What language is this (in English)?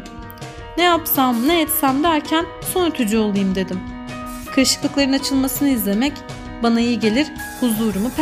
Turkish